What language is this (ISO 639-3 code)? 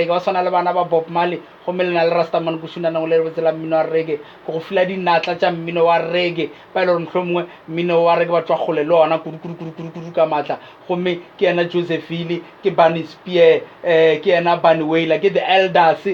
nso